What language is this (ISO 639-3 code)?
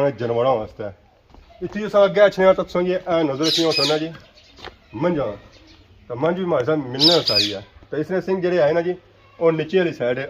phr